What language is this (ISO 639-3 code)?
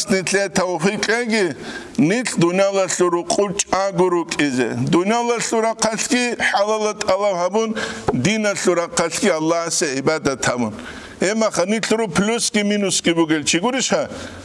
ava